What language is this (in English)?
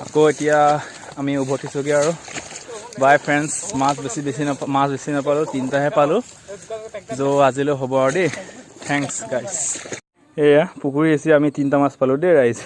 Assamese